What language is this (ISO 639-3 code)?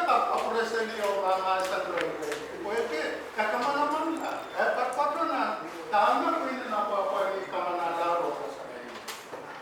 pon